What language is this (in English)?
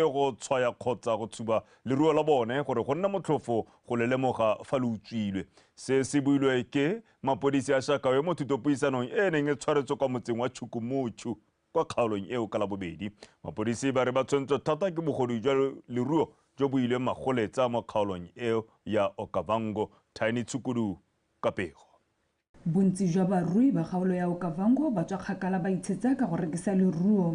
Tswana